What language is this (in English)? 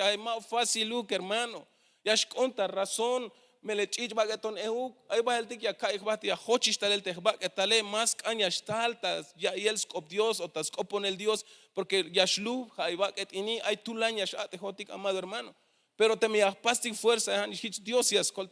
Tzeltal